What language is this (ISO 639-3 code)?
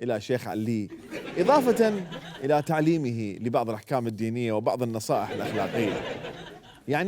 acm